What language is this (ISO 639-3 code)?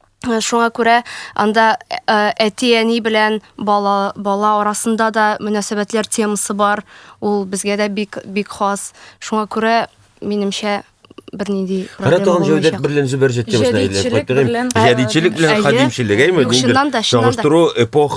tat